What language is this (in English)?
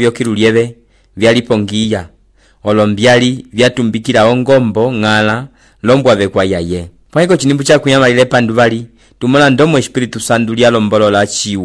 Umbundu